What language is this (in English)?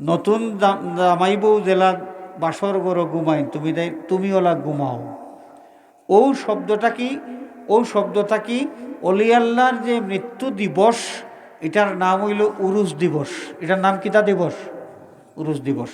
Sylheti